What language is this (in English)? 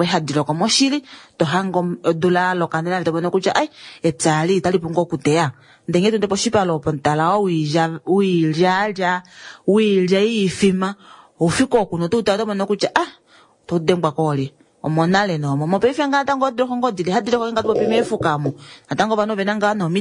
Kuanyama